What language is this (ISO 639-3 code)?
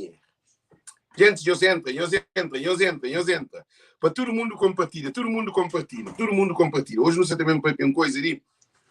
kea